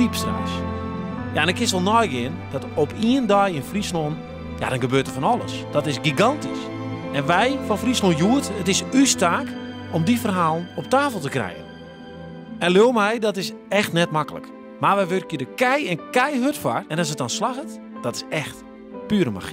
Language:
Western Frisian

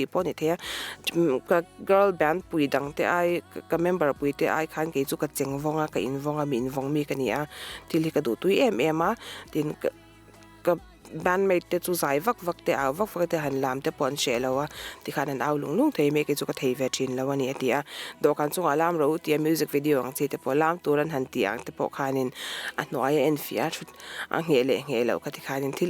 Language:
Mizo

